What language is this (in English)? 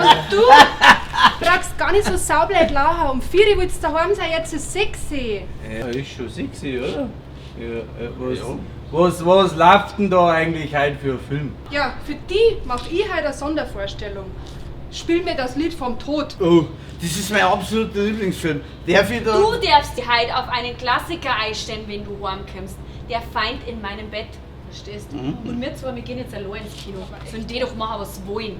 Bavarian